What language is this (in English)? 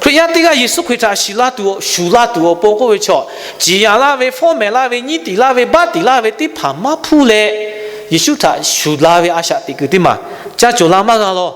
Lahu